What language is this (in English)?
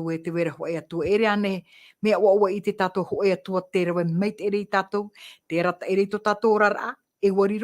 Tahitian